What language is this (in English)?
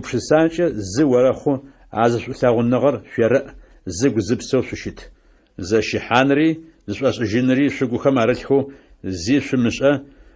Adyghe